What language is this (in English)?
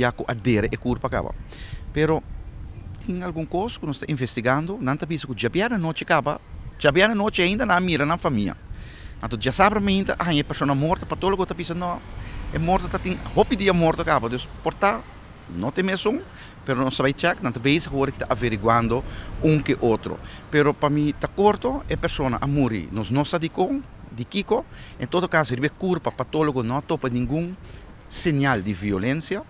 Papiamento